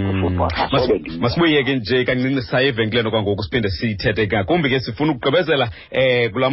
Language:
Xhosa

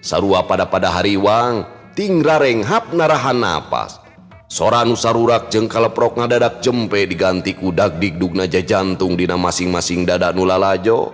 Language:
Sundanese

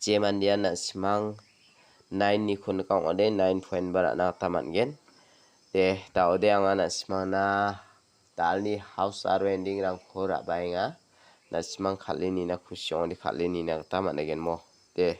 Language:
Garo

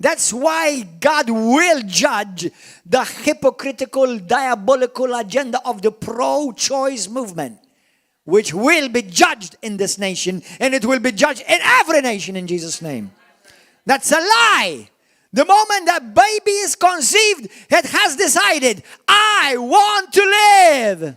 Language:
English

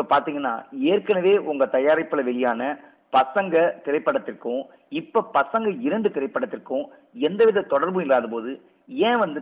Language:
Tamil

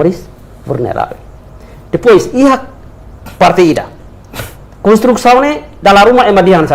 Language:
Tetum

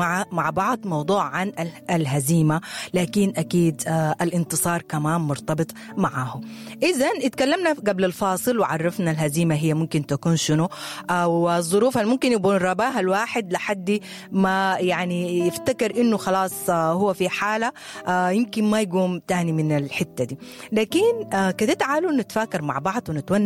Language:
Sudanese Arabic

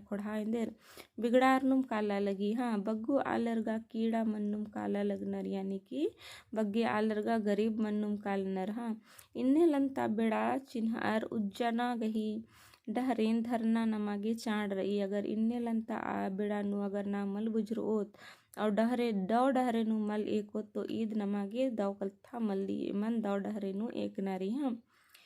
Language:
Kurukh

